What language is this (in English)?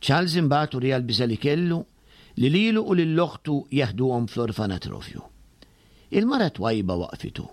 Maltese